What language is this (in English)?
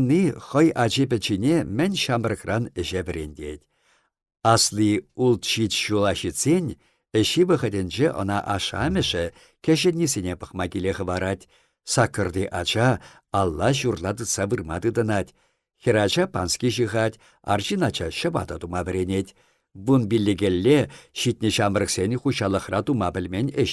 Chuvash